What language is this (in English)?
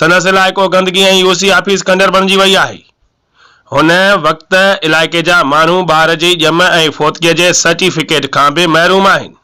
Sindhi